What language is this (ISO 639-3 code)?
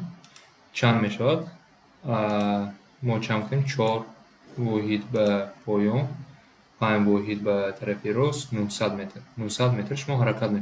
tgk